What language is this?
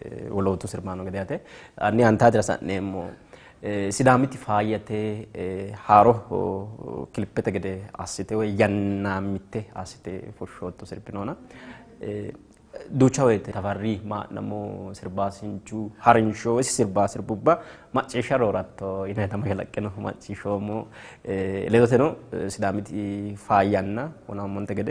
Sidamo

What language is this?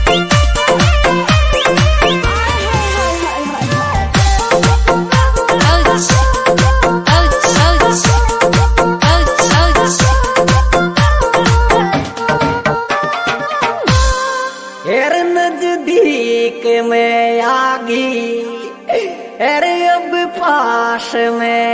Rajasthani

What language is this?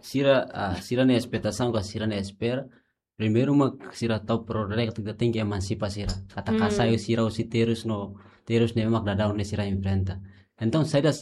Tetum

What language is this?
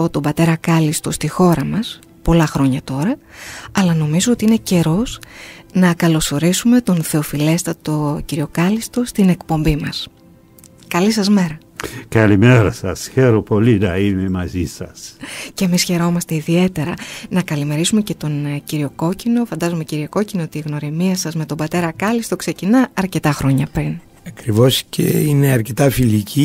Greek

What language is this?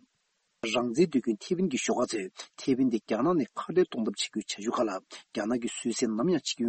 Tibetan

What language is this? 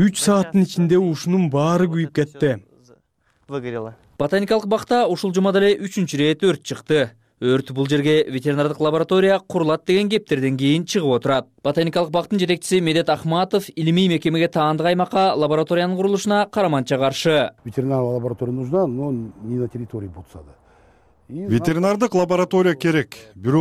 Kyrgyz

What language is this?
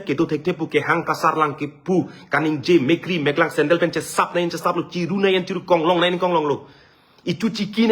Karbi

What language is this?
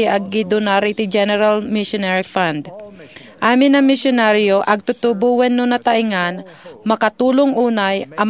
Iloko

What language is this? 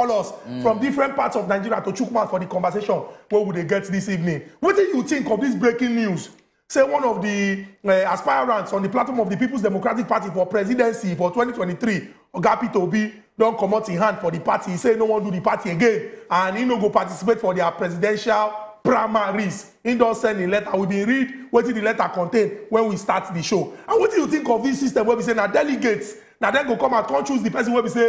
Nigerian Pidgin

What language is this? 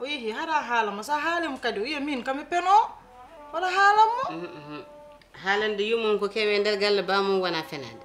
Fula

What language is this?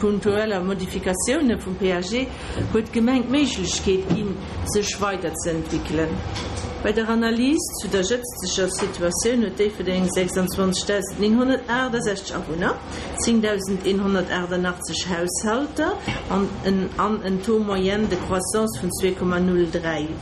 Luxembourgish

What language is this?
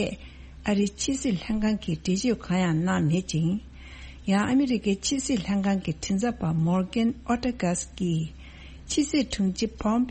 Tibetan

